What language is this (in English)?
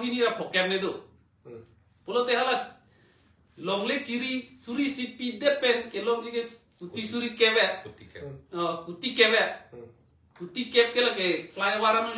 Karbi